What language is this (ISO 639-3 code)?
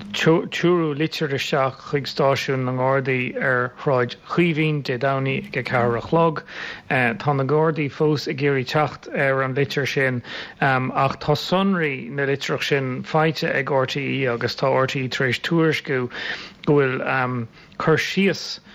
gle